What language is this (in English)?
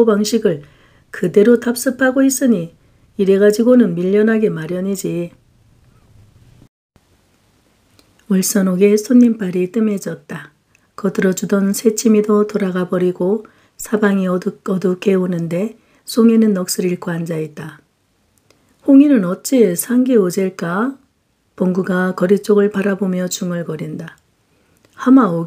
Korean